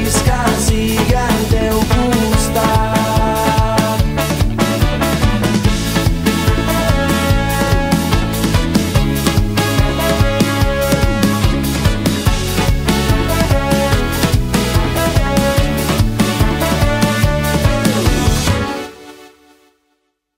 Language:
Catalan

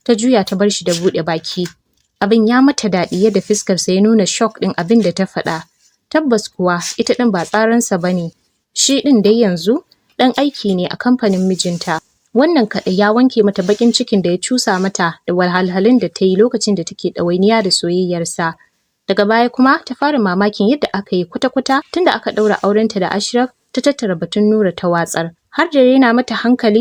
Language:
Hausa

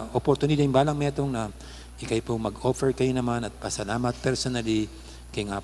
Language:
Pampanga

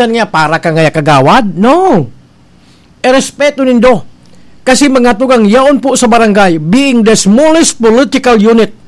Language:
Bikol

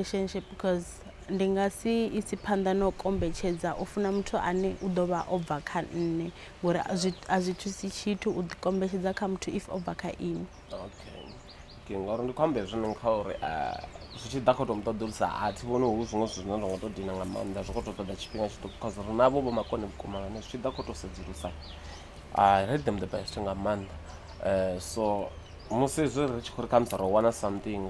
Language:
Venda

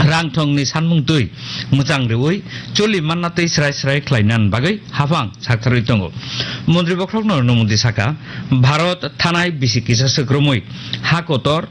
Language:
Kok Borok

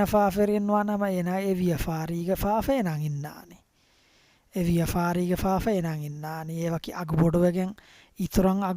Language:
Divehi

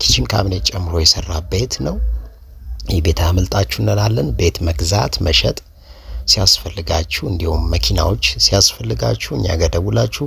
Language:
Amharic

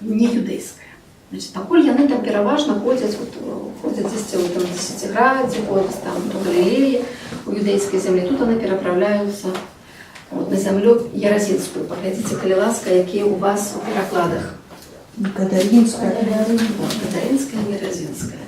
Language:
Belarusian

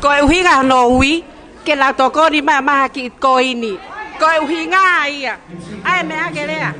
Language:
Tongan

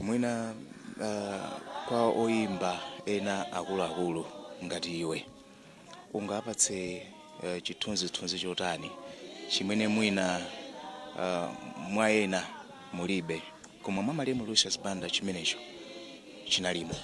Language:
Nyanja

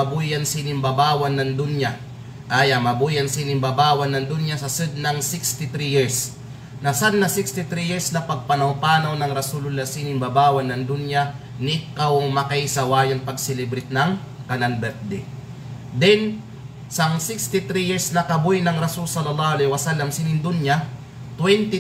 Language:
Kalagan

